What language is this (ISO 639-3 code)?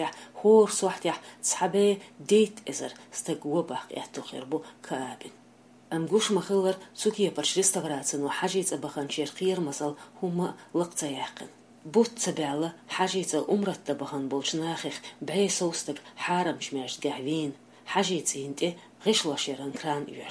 che